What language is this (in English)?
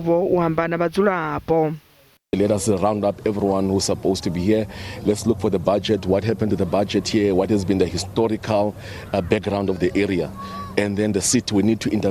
Venda